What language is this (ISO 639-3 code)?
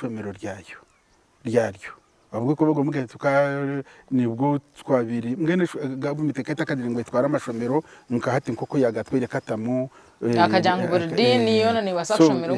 nyn